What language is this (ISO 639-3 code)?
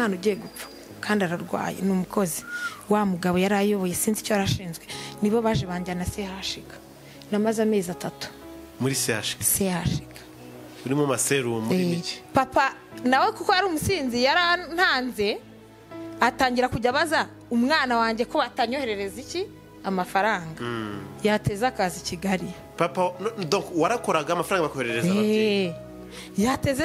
kin